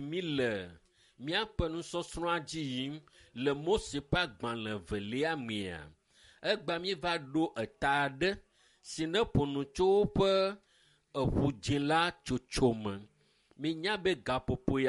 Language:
Ewe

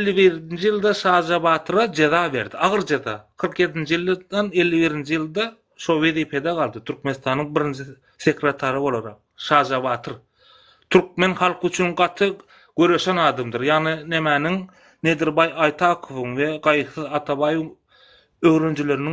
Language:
Turkmen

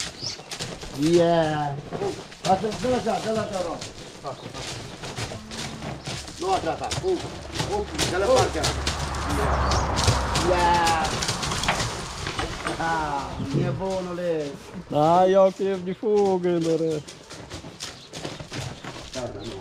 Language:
Romanian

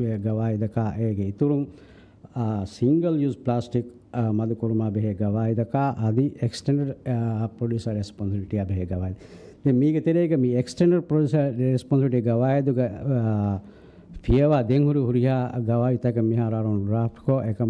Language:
Divehi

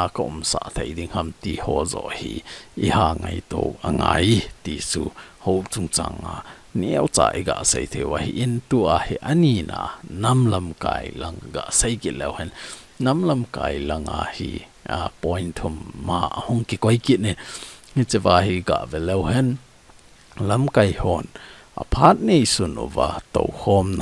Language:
Thado Chin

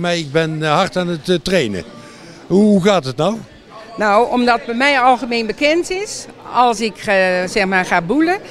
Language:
Dutch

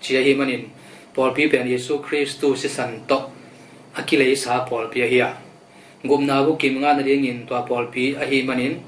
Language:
Tedim Chin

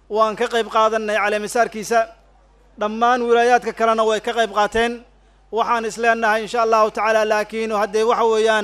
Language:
Somali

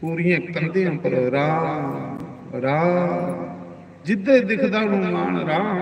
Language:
Dogri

